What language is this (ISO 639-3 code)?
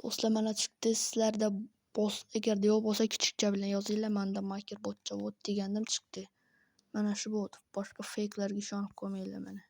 uzb